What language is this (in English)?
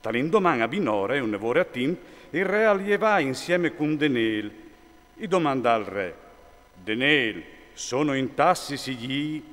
Friulian